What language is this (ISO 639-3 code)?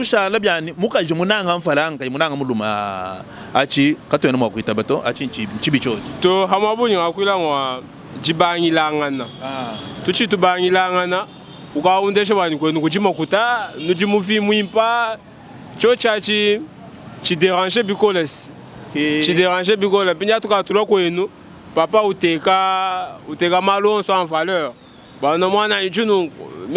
lua